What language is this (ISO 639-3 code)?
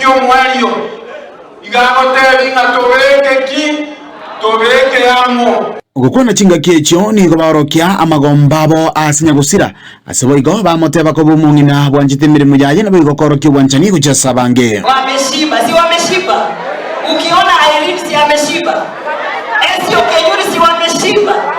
guz